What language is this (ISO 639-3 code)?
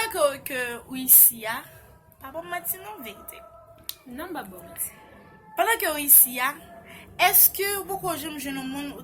hat